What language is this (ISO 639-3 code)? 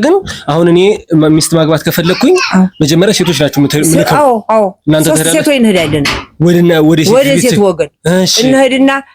amh